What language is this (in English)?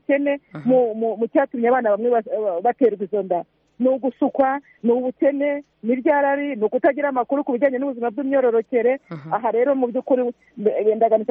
Kinyarwanda